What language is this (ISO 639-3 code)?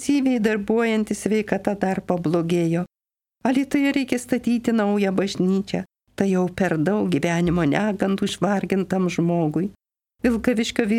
lit